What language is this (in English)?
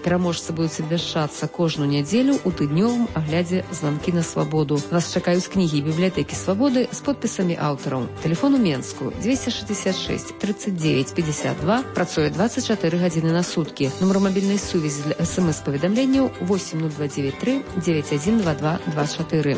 Belarusian